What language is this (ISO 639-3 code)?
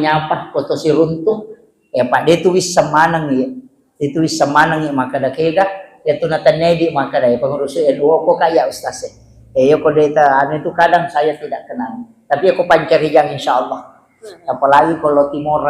bug